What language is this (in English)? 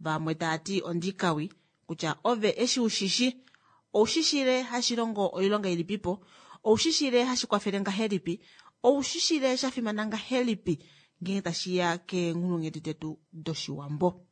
Kuanyama